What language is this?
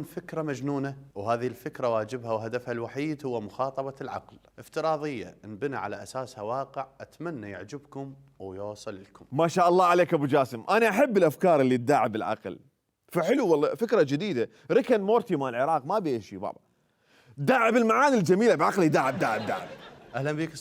Mesopotamian Arabic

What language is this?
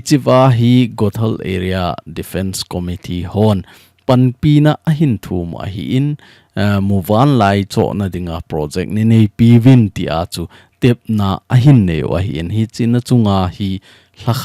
Thado Chin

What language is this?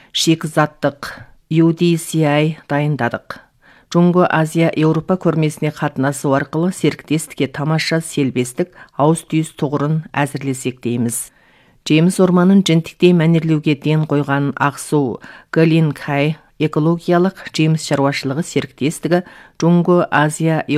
Kazakh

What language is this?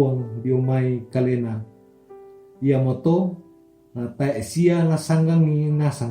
Toraja-Sa'dan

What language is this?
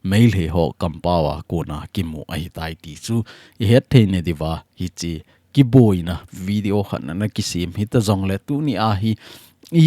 Thado Chin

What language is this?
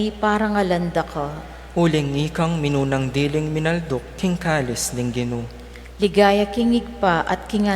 Pampanga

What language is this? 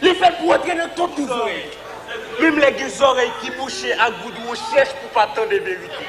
Haitian Creole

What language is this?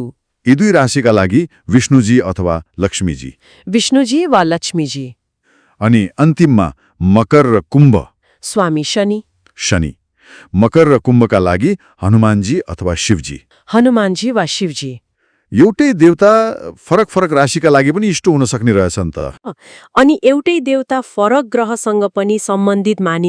Nepali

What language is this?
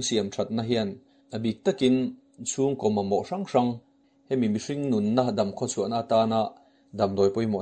Mizo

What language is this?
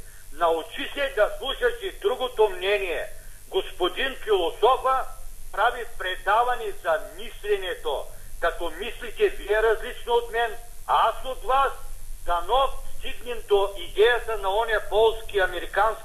Bulgarian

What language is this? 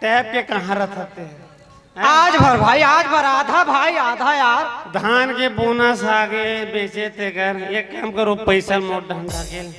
Chhattisgarhi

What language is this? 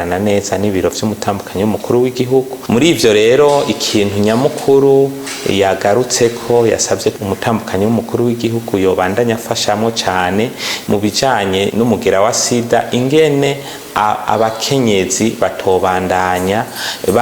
Rundi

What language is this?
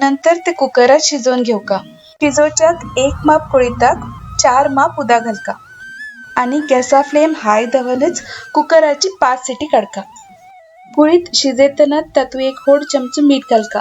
Konkani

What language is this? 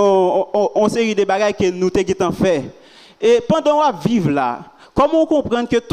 Haitian Creole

